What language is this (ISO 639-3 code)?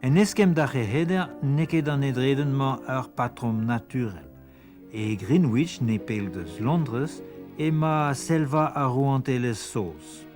bre